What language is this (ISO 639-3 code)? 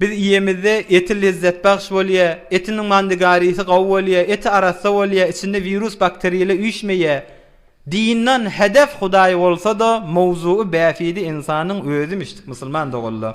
tuk